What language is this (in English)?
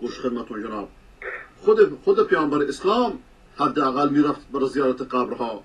Persian